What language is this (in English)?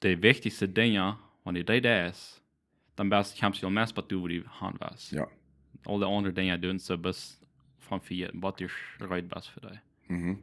Plautdietsch